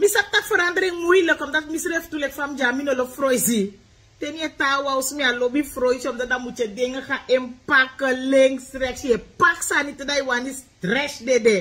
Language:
Sranan Tongo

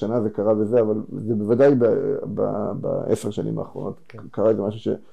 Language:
Hebrew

